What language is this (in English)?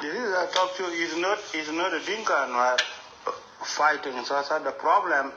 Nuer